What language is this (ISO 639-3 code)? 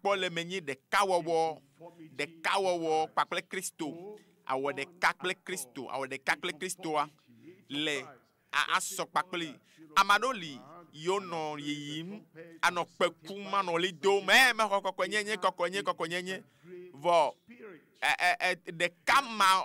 ewe